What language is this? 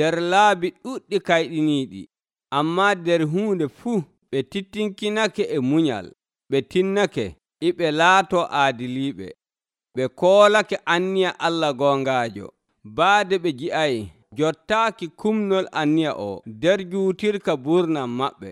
Nigerian Fulfulde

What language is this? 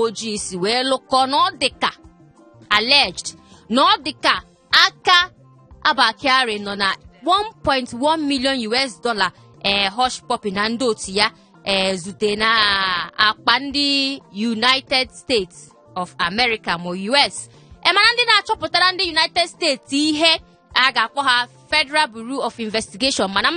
Igbo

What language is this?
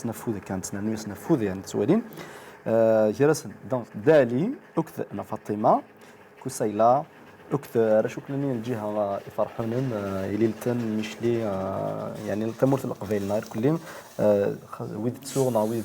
Kabyle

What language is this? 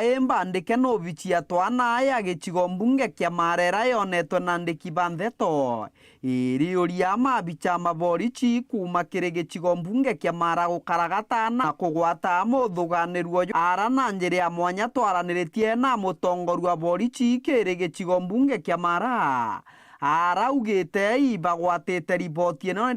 Meru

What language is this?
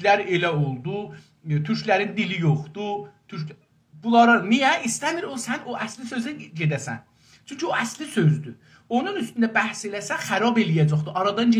South Azerbaijani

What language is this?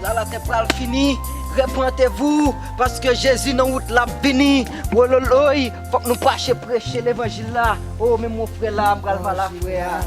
Haitian Creole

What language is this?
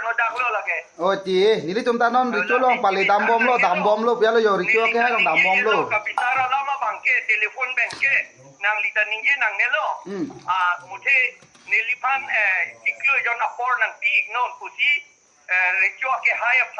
Karbi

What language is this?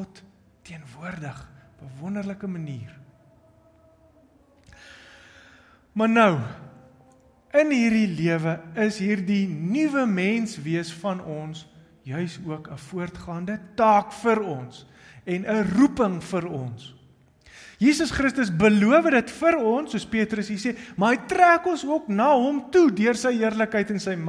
Afrikaans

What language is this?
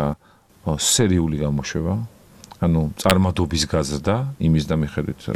Georgian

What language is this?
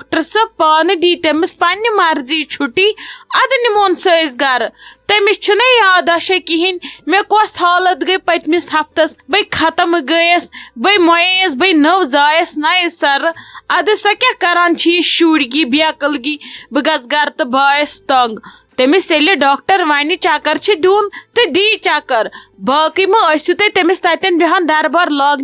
Kashmiri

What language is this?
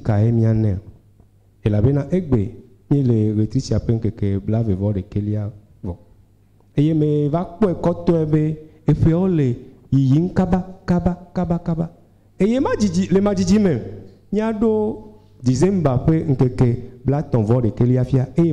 Ewe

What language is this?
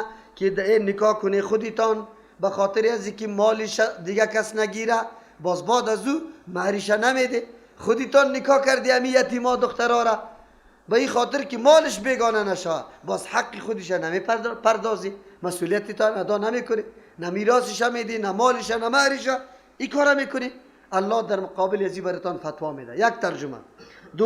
Persian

